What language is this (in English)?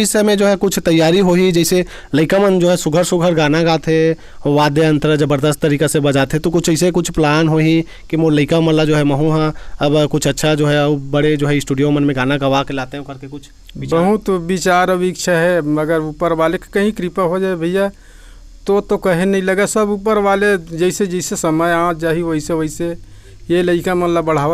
Chhattisgarhi